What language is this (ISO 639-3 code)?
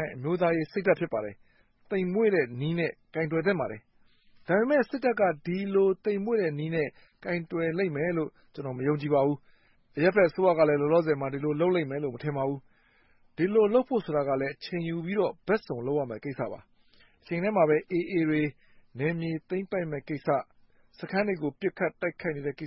mya